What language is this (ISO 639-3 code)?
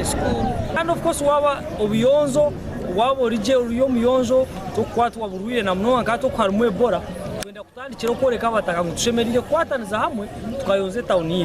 nyn